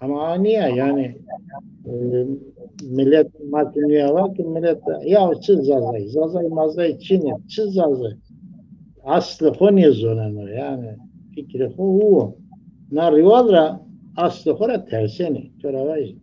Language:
Zaza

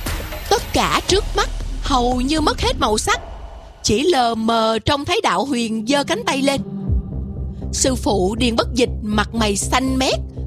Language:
Vietnamese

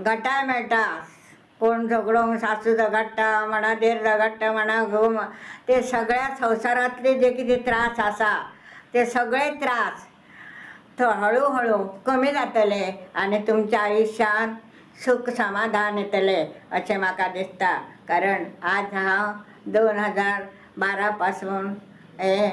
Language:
Konkani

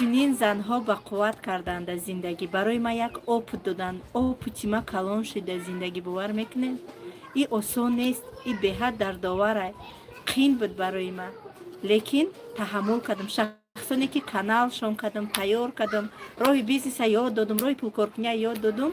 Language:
Tajik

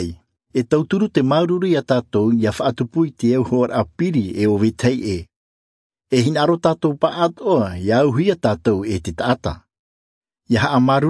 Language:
Tahitian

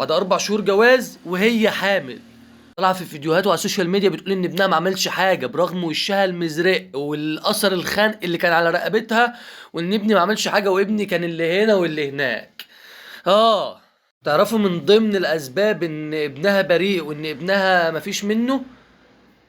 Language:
Egyptian Arabic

